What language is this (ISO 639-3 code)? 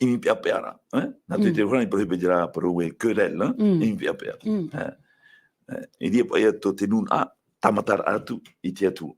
tah